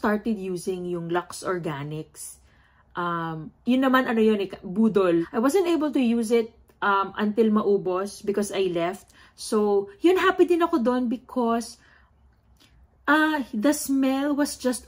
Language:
Filipino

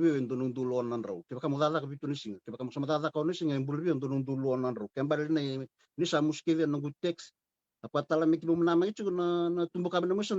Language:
Fijian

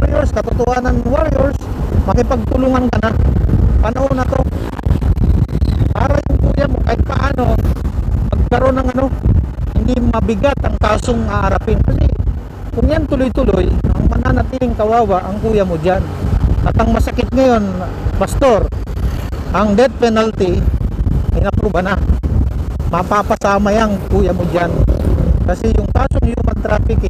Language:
Filipino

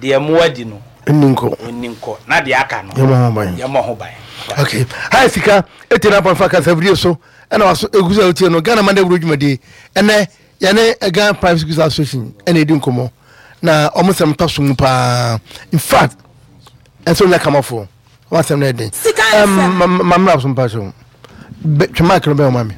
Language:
Akan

